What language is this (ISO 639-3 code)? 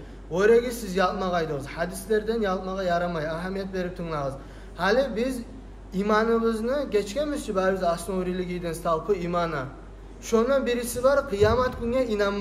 kum